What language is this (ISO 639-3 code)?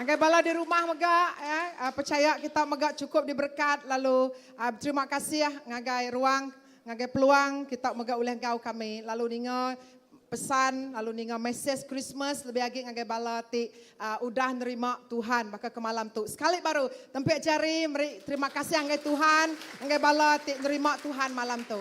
iba